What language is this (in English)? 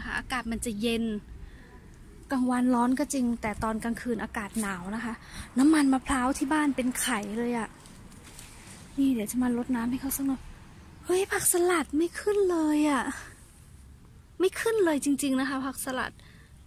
Thai